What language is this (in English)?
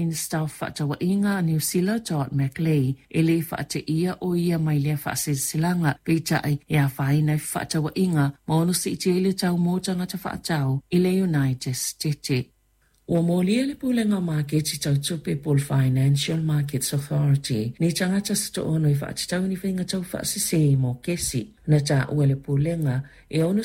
Samoan